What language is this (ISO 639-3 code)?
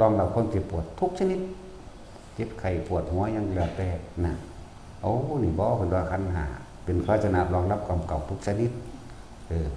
tts